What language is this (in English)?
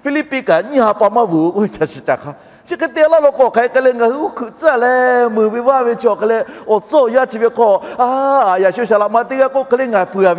Lahu